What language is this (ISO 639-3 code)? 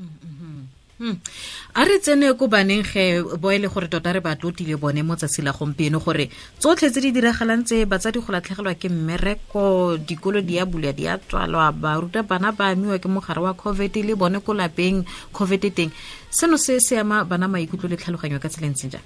tsn